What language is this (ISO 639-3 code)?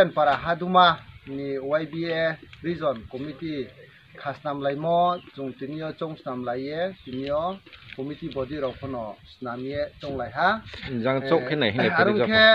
ria